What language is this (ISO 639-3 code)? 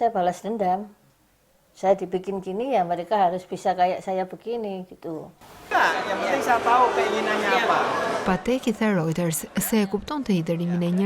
sqi